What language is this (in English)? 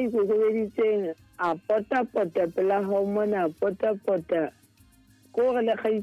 Southern Sotho